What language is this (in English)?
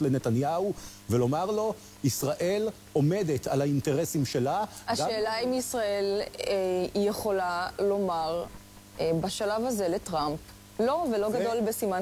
Hebrew